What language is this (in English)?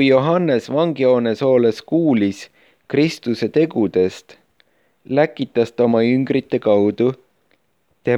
Estonian